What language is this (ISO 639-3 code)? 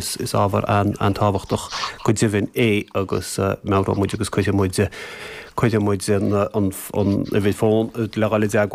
gle